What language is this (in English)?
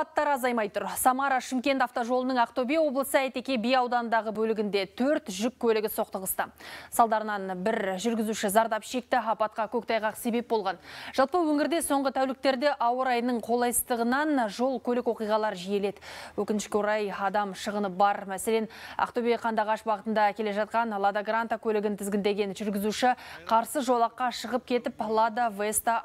Kazakh